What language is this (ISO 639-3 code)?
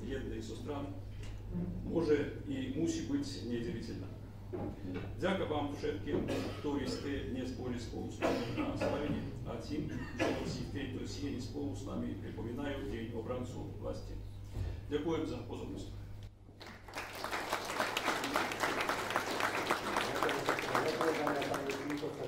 slk